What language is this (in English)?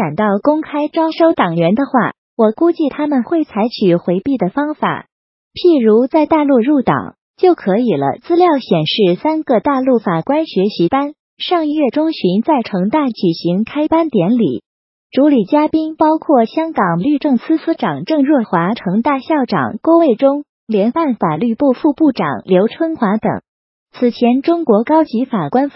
Chinese